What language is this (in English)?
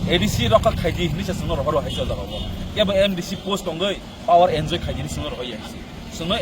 Kok Borok